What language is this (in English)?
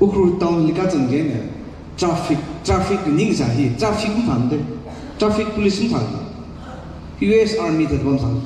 Tangkhul Naga (India)